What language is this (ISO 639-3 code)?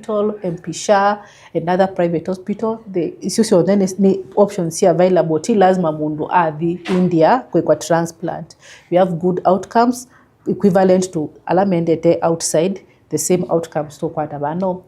kam